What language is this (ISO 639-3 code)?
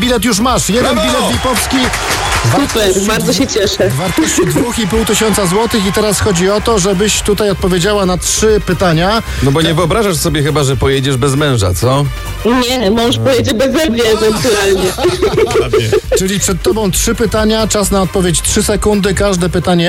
pol